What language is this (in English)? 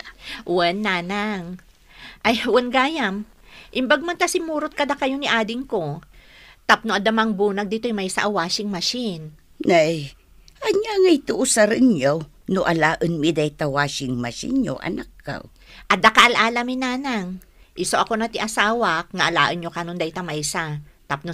Iloko